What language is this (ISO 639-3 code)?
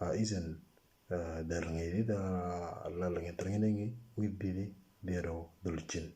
mor